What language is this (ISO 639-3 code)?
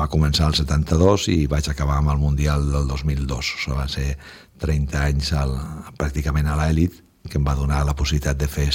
cat